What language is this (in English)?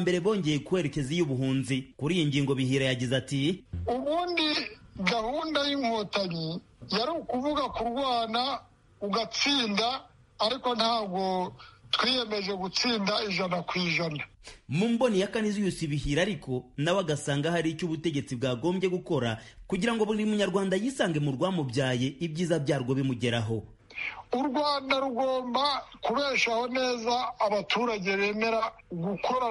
Kinyarwanda